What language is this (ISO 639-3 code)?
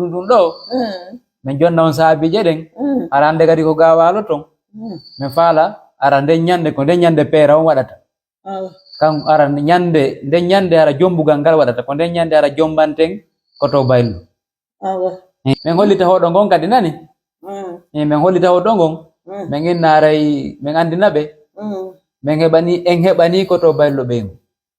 fuf